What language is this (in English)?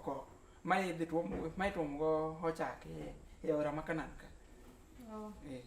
Luo (Kenya and Tanzania)